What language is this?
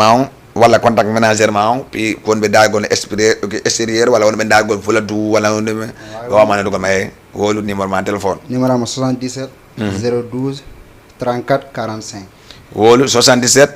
Fula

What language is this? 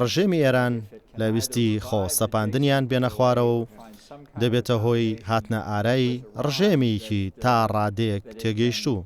Central Kurdish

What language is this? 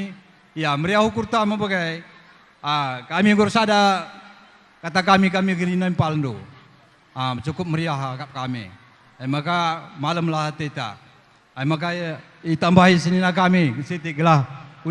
Batak Karo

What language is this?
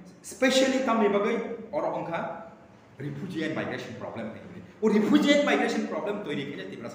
Kok Borok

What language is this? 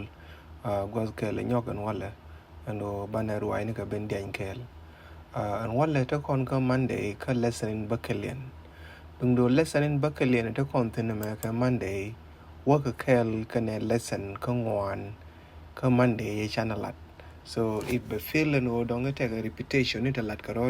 Nuer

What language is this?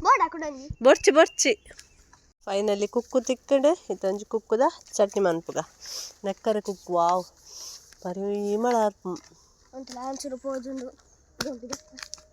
Tulu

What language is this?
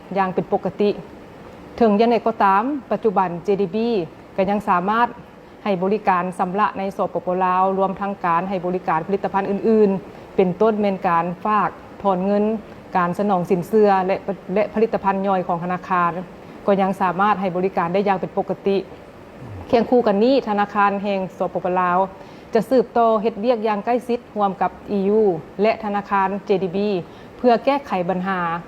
Lao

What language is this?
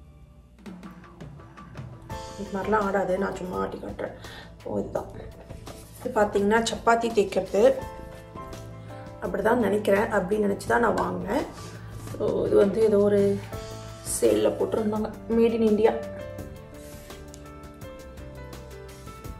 Tamil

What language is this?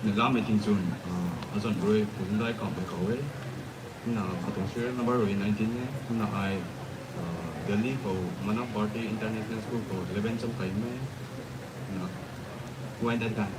Rongmei Naga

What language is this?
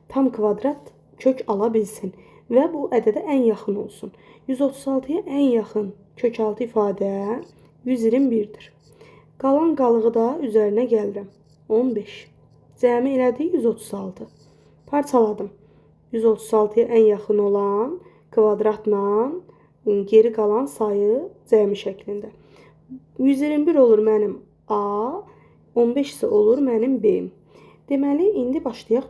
Azerbaijani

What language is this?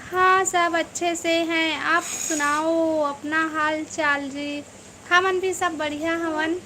Chhattisgarhi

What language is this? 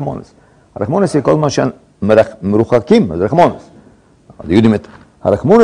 Hebrew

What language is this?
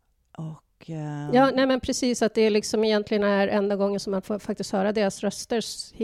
Swedish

